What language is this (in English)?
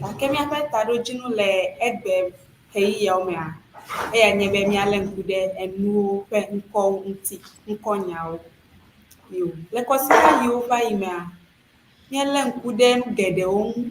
Ewe